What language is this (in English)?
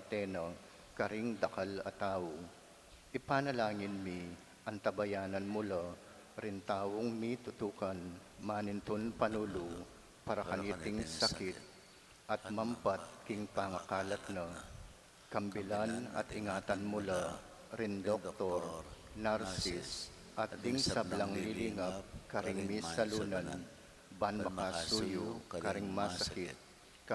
Pampanga